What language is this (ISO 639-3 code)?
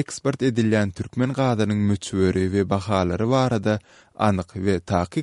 tuk